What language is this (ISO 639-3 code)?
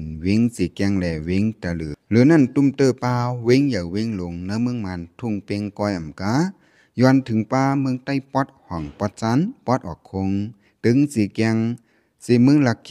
shn